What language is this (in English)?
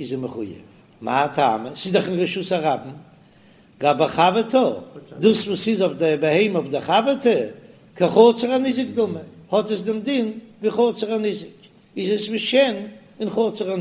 Yiddish